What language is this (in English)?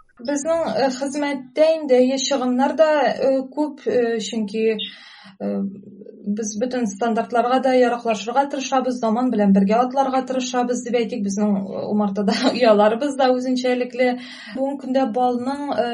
Tatar